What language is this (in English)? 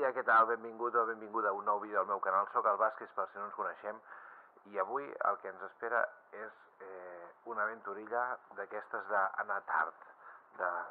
Catalan